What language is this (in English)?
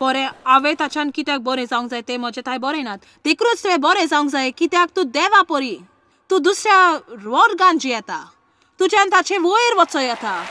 Konkani